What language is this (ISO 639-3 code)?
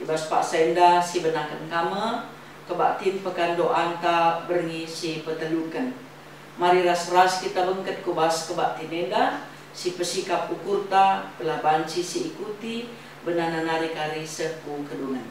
btx